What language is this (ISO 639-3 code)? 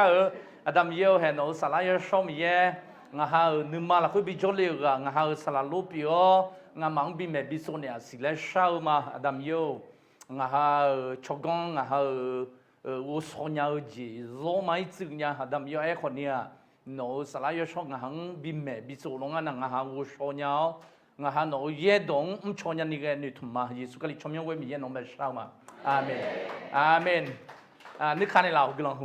ahk